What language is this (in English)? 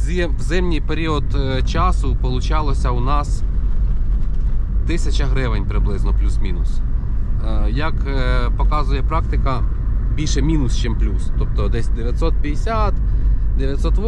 Ukrainian